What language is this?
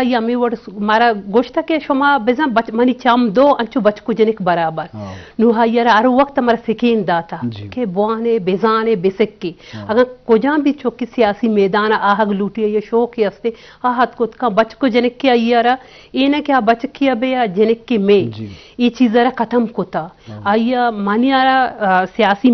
Eastern Balochi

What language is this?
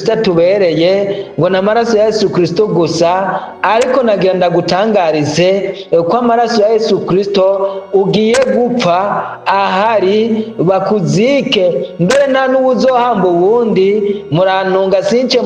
Rundi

